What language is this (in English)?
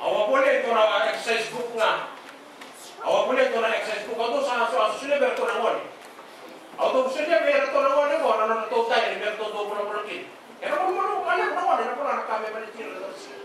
Fijian